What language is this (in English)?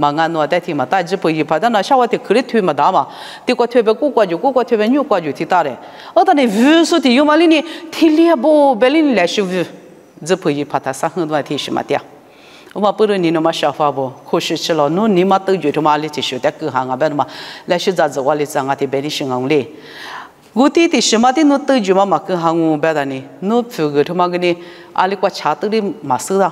Lisu